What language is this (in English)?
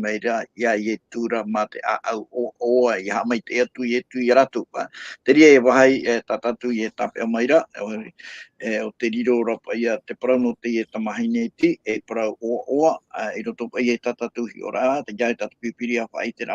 Tahitian